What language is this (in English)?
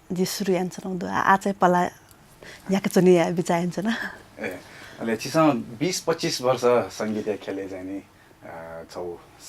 Newari